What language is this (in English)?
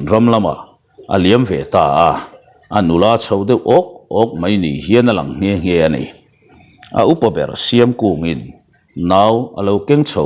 Mizo